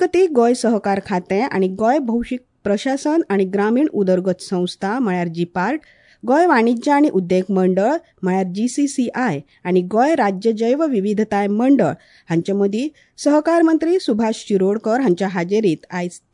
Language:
Konkani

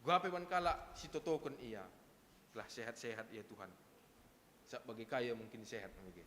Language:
Batak Karo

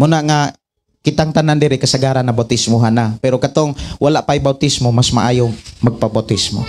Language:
Cebuano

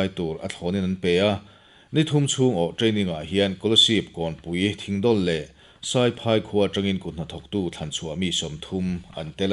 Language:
Mizo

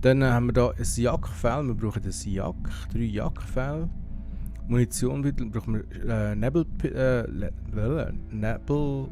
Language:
Swiss German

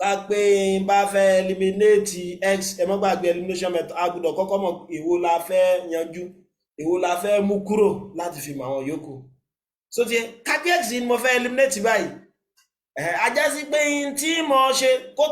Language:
Yoruba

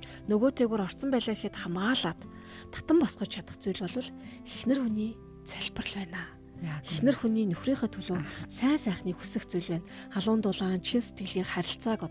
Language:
Mongolian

